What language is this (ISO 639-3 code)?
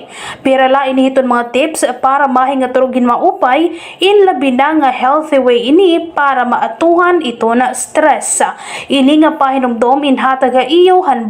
war